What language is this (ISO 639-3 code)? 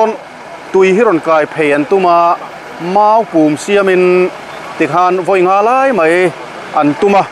lus